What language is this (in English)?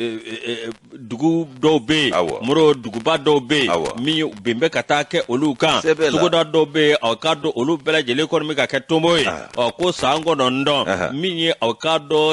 Bambara